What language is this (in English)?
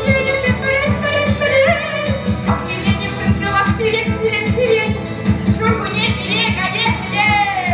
Chuvash